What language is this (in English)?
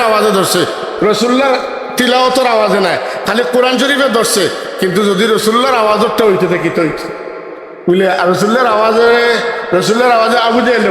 Sylheti